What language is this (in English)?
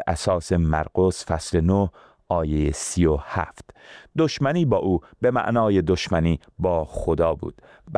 Persian